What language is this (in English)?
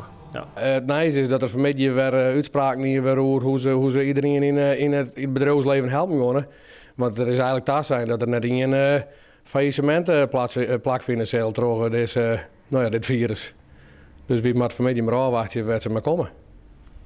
Western Frisian